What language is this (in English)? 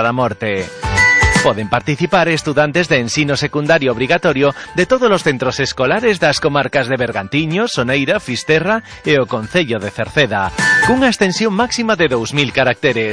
Galician